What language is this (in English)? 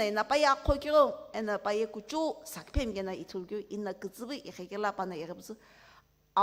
Sumi Naga